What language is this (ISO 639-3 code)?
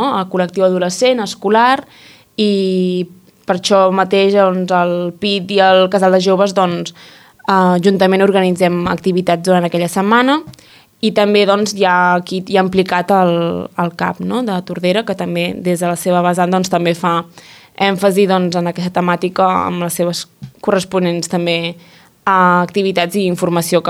cat